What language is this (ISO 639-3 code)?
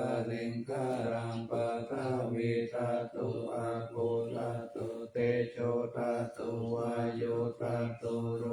pli